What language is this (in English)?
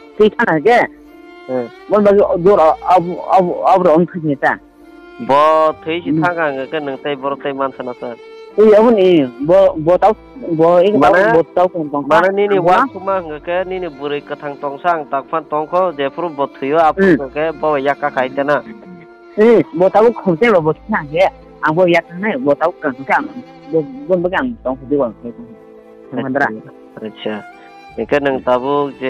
Kok Borok